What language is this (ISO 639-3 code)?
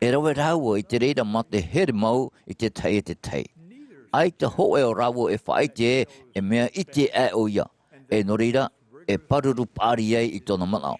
tah